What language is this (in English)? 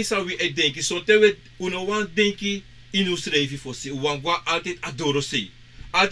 Sranan Tongo